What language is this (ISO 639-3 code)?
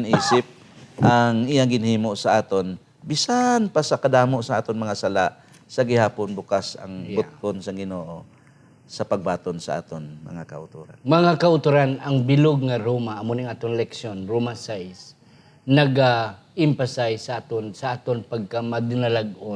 hil